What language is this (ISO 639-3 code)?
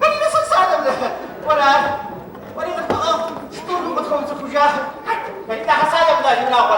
kbd